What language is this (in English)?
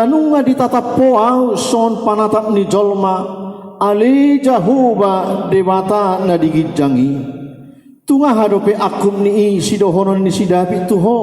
Batak Toba